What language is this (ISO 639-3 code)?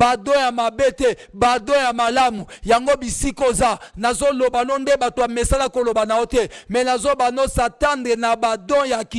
lin